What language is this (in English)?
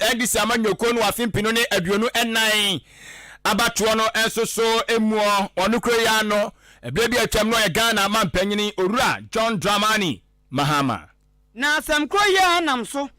Akan